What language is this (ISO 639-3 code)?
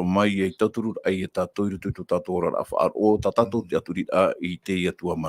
tah